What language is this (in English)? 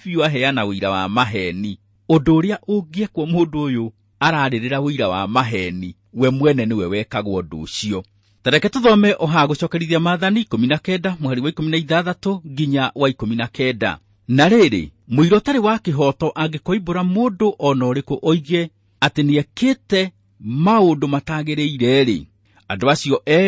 Kikuyu